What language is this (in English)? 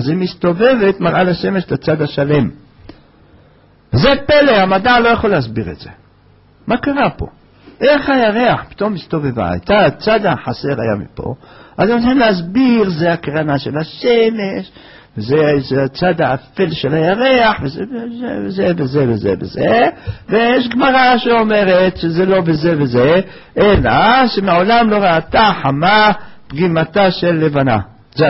Hebrew